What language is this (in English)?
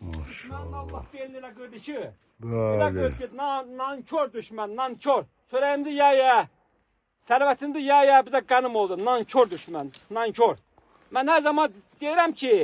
Azerbaijani